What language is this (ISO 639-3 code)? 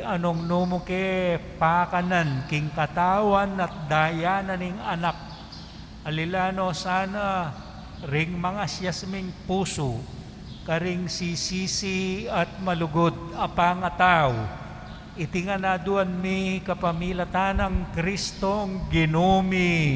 pam